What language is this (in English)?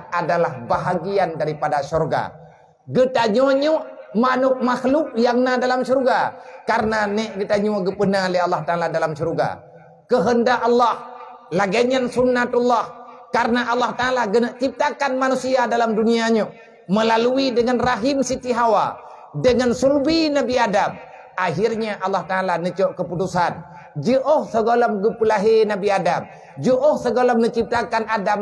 Achinese